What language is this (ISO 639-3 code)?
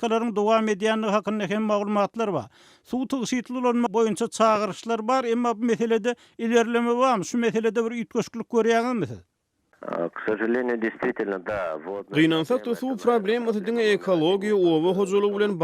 tuk